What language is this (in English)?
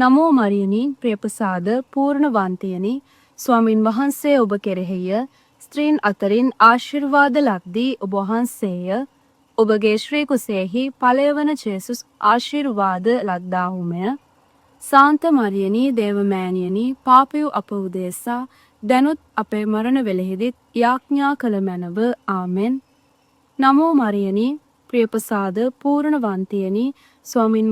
Sinhala